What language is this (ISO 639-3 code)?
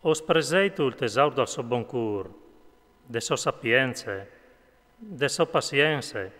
fur